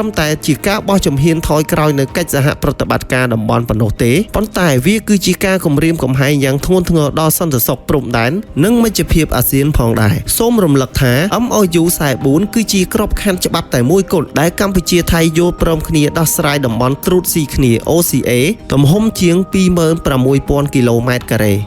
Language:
Khmer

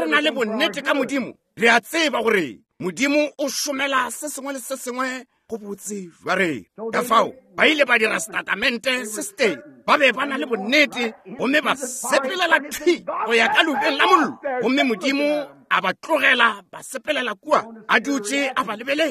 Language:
Northern Sotho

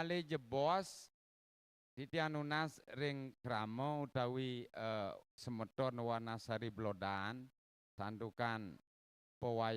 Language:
Balinese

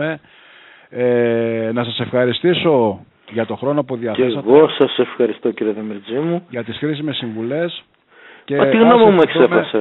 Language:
Greek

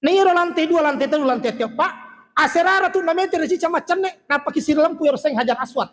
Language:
Buginese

